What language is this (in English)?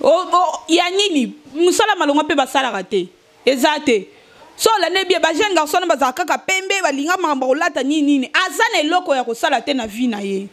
Lingala